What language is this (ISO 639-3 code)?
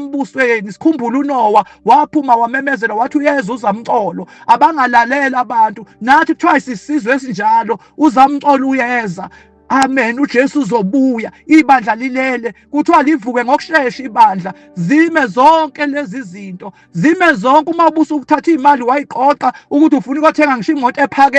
zul